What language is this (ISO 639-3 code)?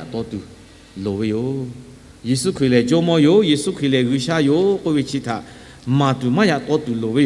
lhu